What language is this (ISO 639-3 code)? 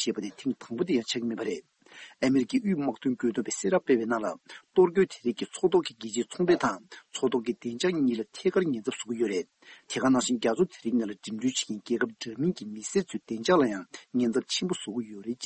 bod